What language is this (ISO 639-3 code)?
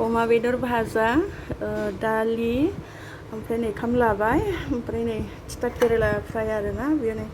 brx